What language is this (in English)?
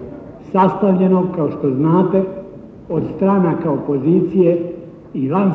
Serbian